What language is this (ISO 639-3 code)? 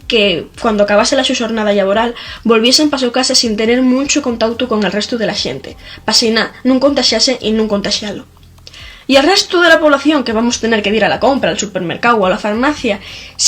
ast